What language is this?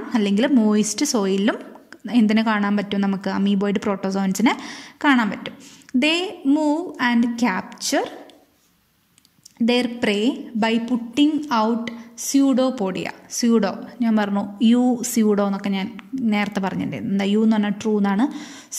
Malayalam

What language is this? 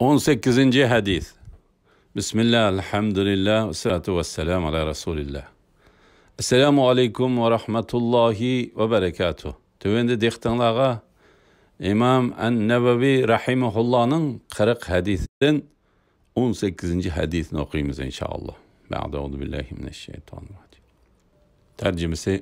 Uyghur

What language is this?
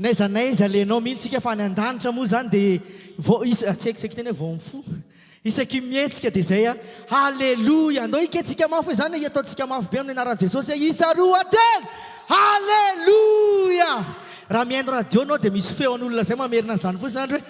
Malagasy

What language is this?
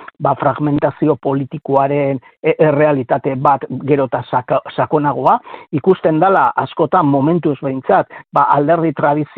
Basque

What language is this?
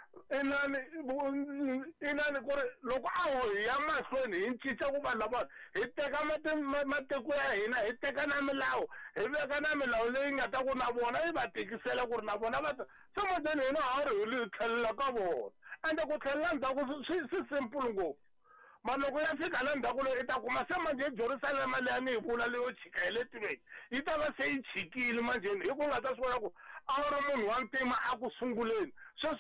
Tsonga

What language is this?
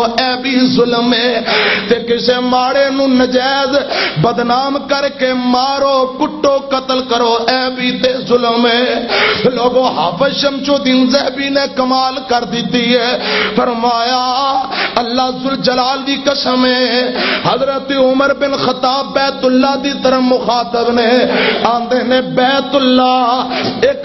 Western Panjabi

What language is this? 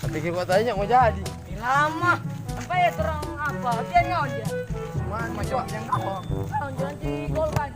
Manado Malay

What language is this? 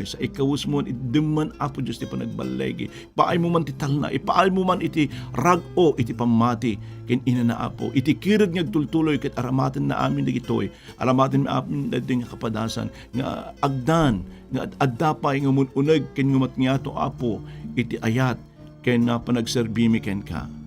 Iloko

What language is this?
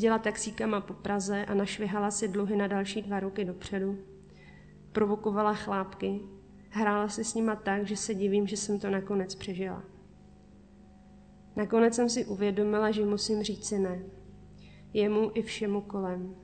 Czech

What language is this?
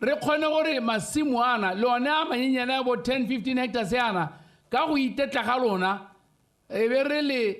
Tswana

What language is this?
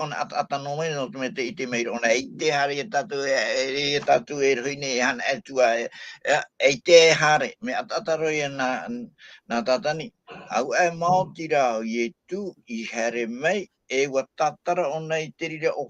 Tahitian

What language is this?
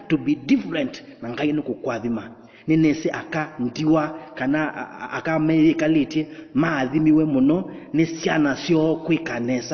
Kamba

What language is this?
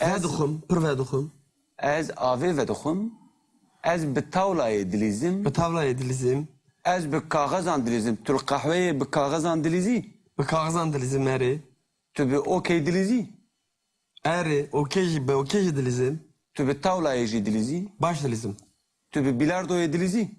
Kurdish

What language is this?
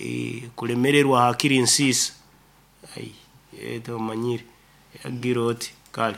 Nyoro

